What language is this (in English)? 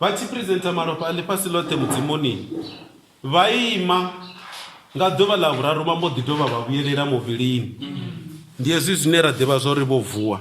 Venda